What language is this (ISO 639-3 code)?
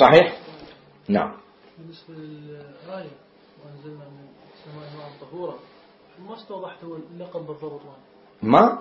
acm